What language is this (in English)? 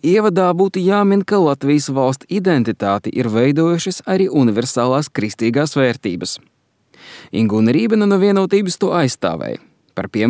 Latvian